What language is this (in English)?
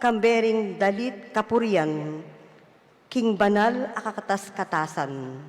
Pampanga